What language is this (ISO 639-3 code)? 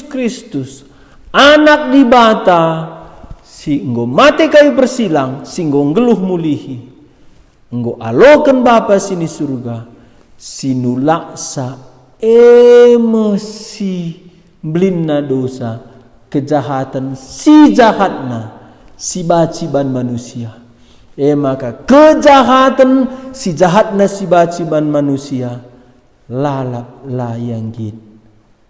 btx